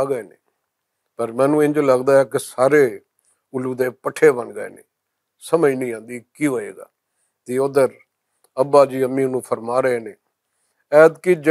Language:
Western Panjabi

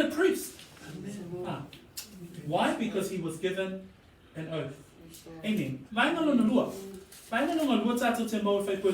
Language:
Samoan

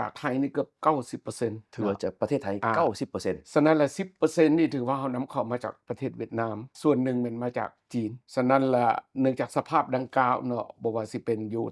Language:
Lao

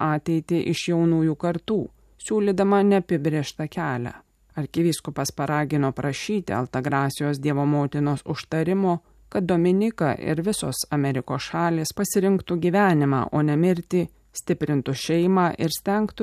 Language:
Lithuanian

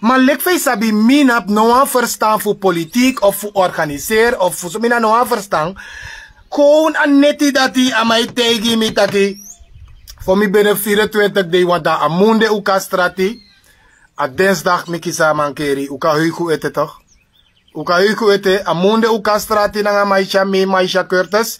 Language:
Sranan Tongo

